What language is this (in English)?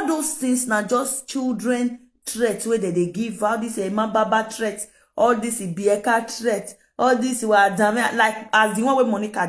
Nigerian Pidgin